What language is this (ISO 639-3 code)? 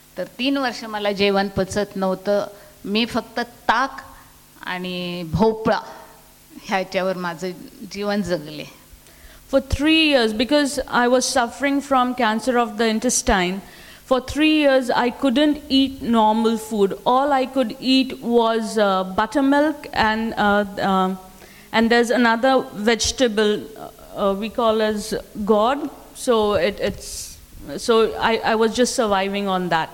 mar